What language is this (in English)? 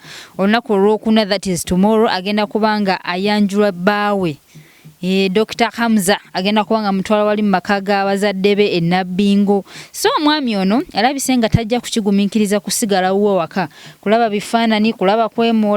Ganda